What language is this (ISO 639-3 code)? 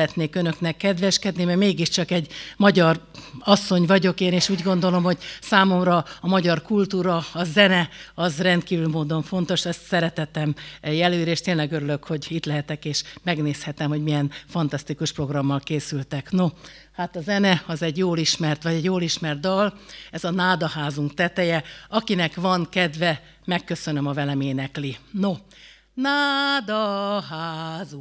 hun